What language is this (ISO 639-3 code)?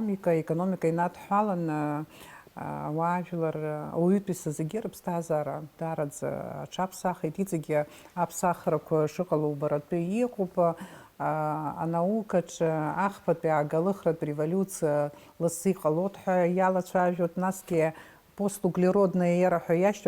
abk